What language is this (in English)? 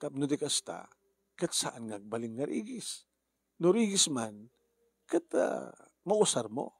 Iloko